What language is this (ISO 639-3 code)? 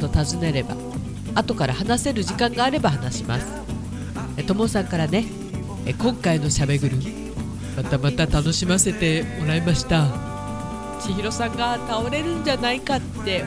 jpn